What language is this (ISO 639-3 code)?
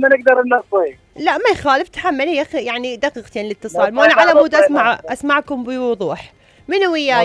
acm